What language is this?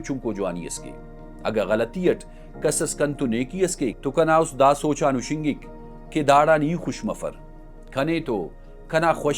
Brahui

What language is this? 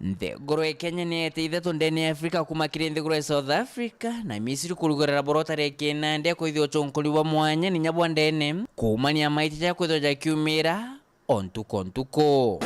Meru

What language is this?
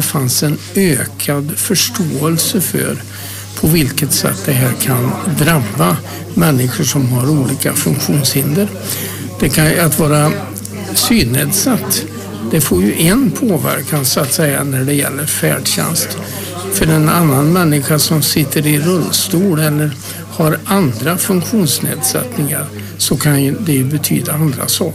Swedish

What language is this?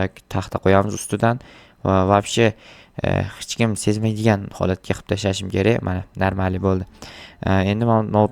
Uzbek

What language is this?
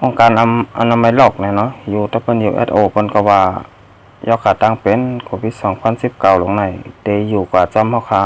Shan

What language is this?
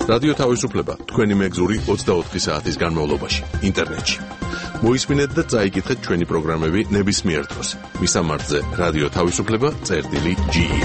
Georgian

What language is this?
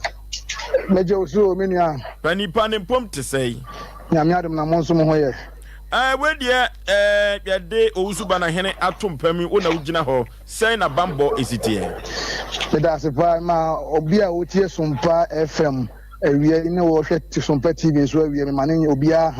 Akan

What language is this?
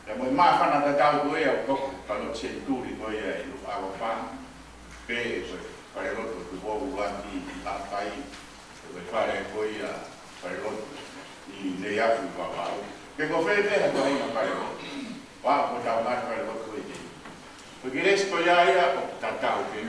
Tongan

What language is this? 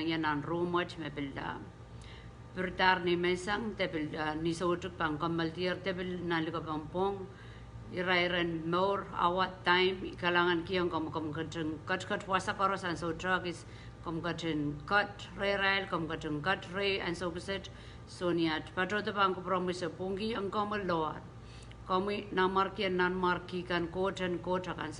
Pohnpeian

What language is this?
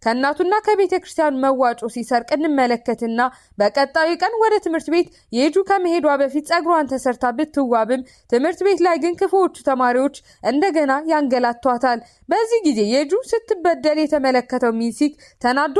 Amharic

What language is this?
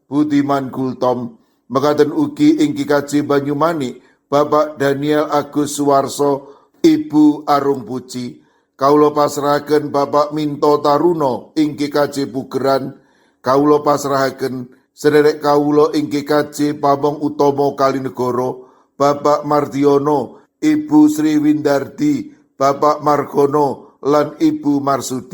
Javanese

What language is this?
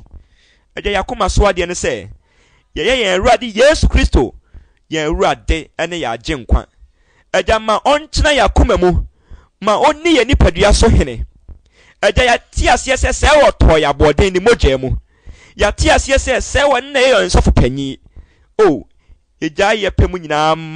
Akan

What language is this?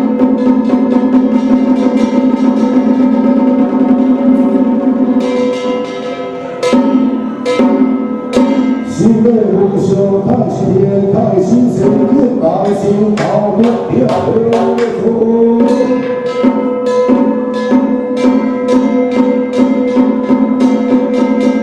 Min Nan Chinese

